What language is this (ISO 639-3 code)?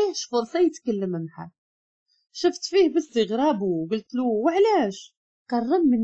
ary